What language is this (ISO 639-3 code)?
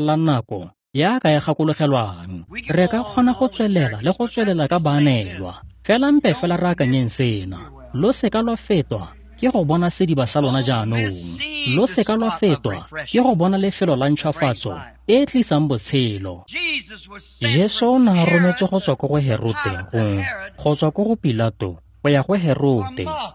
tsn